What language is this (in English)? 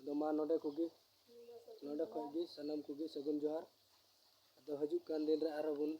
Santali